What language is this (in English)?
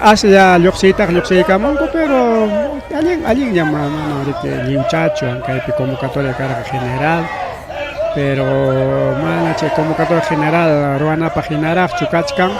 Ayacucho Quechua